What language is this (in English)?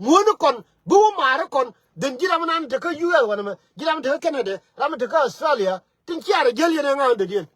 Nuer